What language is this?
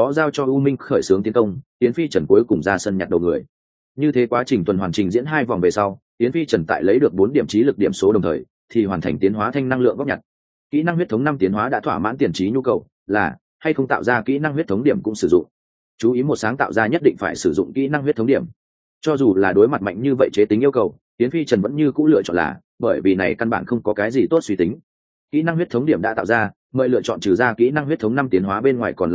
Vietnamese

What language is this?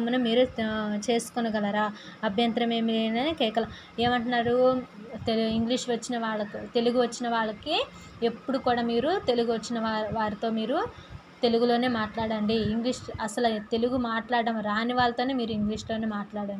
Telugu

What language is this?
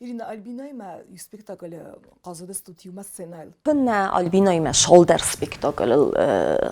Ossetic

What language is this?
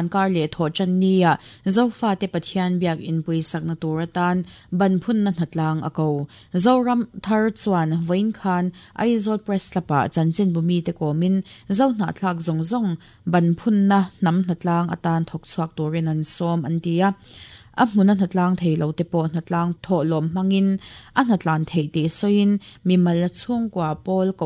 Mizo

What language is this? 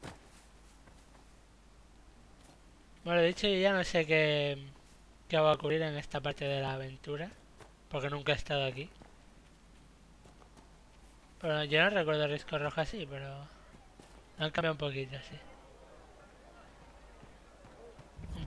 Spanish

